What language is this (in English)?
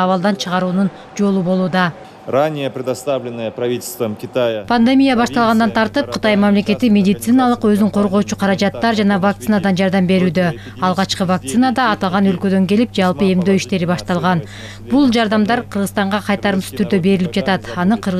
Kyrgyz